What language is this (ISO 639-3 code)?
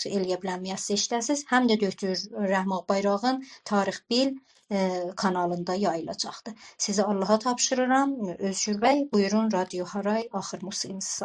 azb